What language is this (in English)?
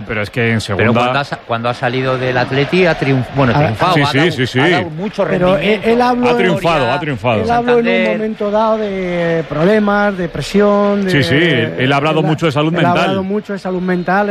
Spanish